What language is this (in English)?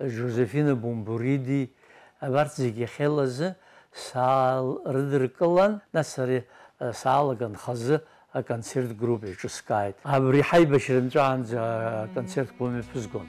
Abkhazian